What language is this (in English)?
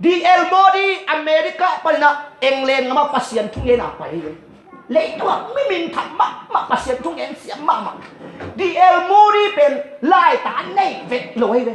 Tedim Chin